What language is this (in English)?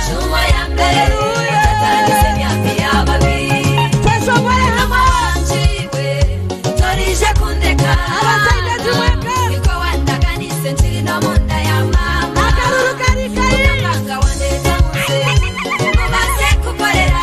Nyankole